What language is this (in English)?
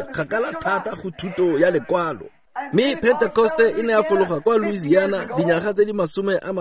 Tswana